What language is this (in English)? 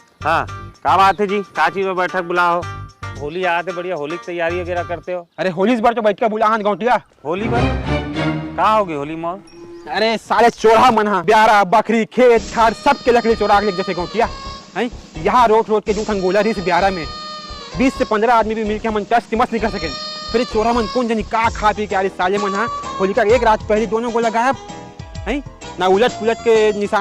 Chhattisgarhi